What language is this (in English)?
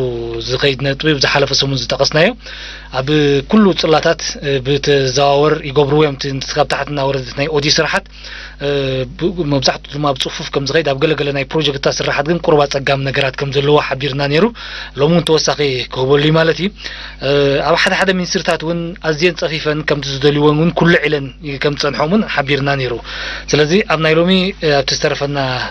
Tigrinya